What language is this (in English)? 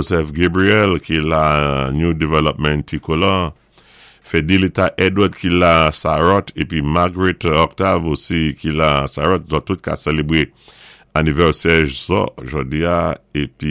Saint Lucian Creole French